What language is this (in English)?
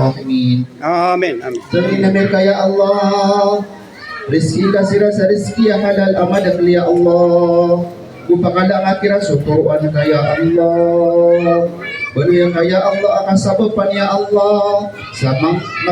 Maranao